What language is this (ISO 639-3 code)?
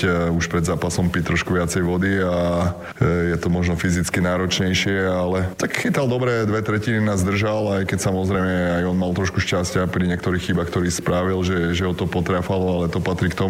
slk